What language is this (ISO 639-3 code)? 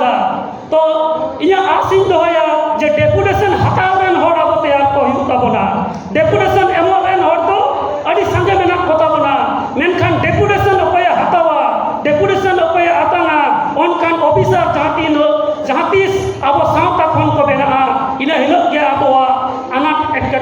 sat